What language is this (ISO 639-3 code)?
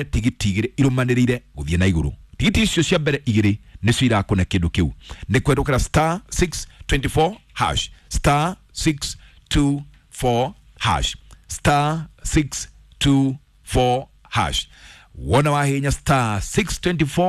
kik